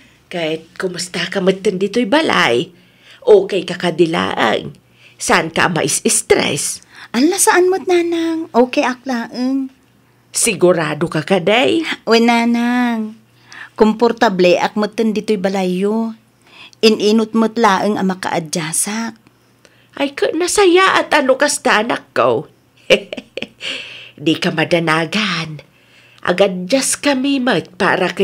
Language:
Iloko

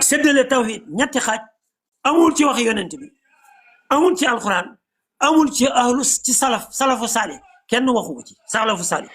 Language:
Wolof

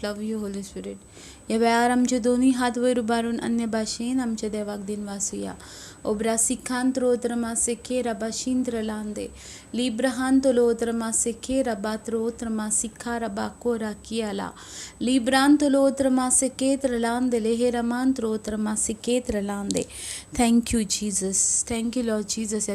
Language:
Konkani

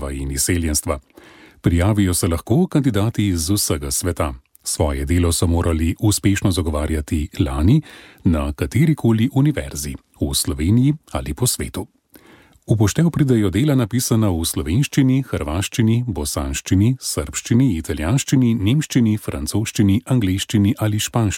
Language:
Slovenian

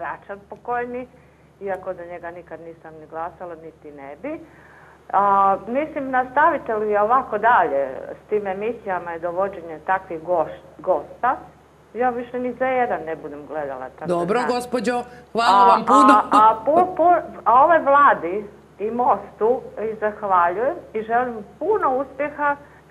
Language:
Croatian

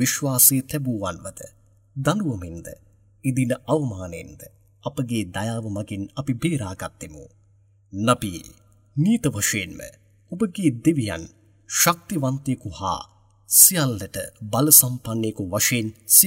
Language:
Sinhala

